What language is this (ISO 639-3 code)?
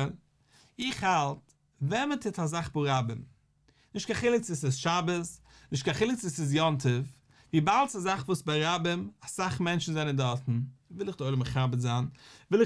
yid